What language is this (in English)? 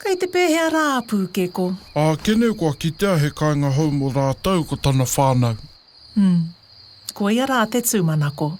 Māori